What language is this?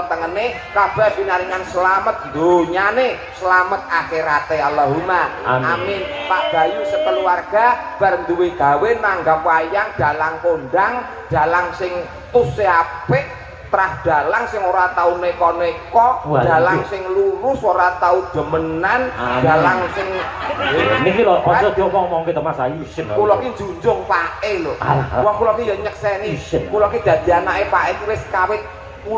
Javanese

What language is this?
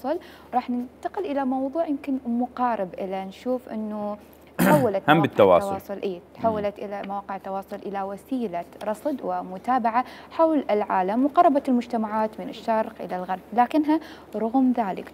Mesopotamian Arabic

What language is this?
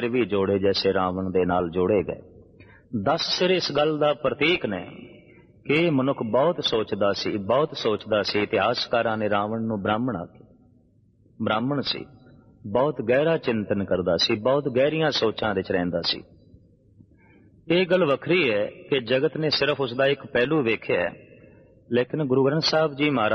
Punjabi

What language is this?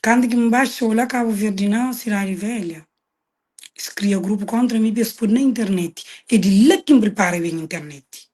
Kabuverdianu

